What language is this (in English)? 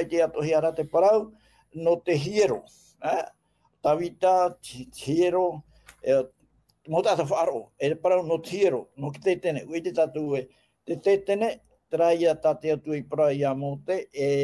Tahitian